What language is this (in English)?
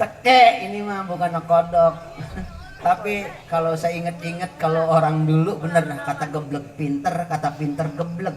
Betawi